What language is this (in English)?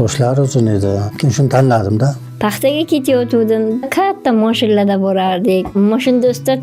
Uzbek